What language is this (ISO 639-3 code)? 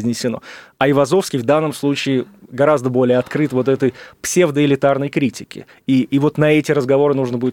rus